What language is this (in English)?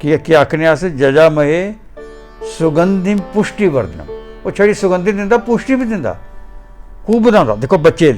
Dogri